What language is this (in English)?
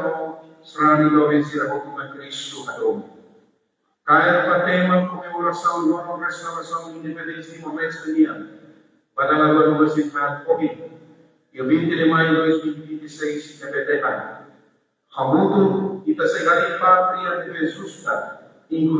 Tetum